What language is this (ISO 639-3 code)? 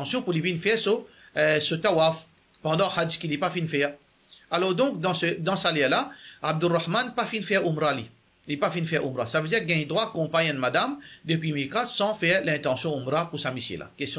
mfe